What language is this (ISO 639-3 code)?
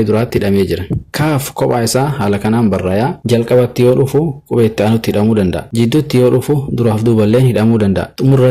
orm